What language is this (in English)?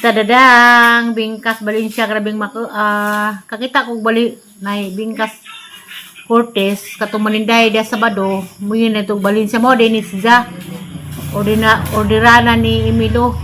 Cebuano